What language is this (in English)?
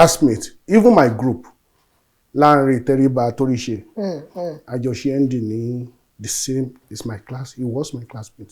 Yoruba